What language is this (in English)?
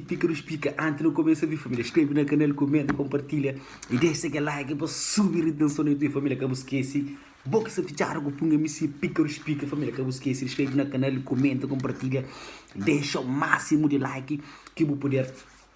Kabuverdianu